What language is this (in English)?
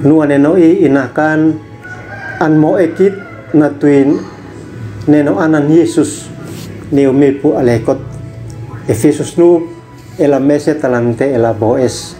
Uab Meto